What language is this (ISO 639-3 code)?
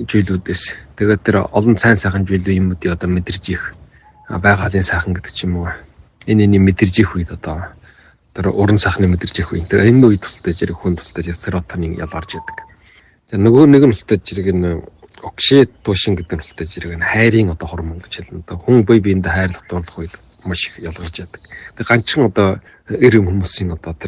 mon